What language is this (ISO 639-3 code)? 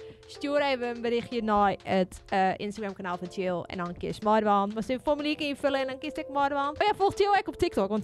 fry